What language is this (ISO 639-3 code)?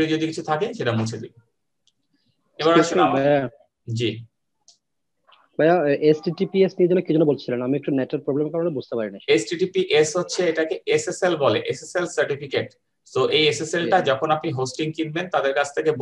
ben